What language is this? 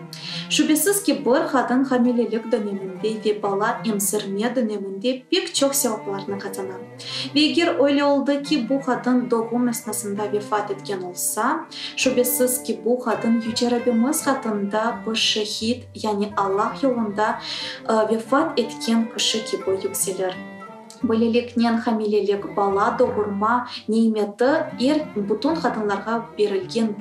Crimean Tatar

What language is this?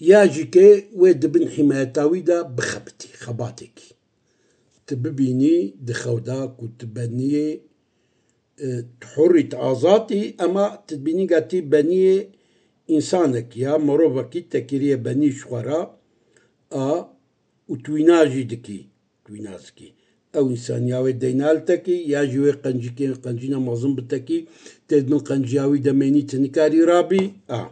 Kurdish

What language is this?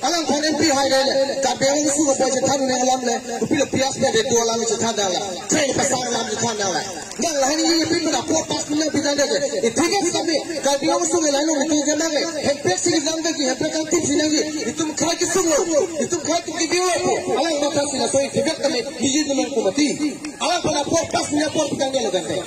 Karbi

